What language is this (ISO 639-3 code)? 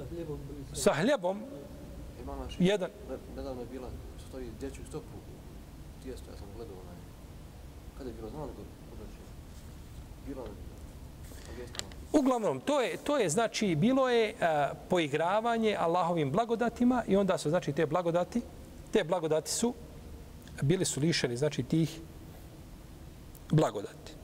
bos